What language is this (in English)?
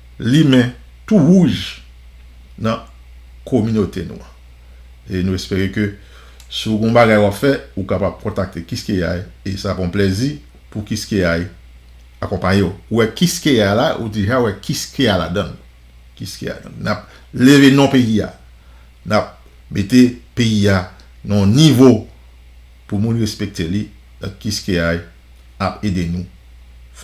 Haitian Creole